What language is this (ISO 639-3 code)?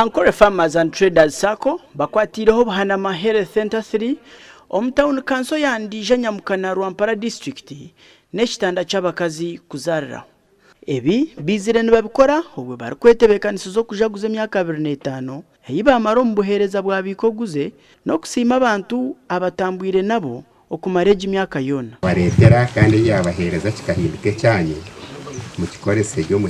nyn